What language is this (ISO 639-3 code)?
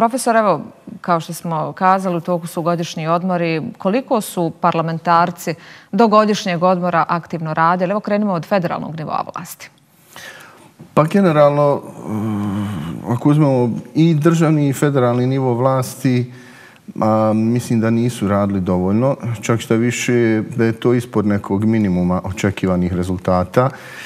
bos